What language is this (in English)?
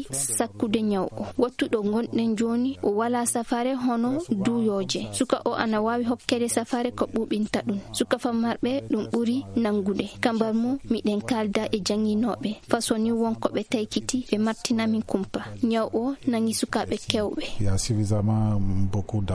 Maasina Fulfulde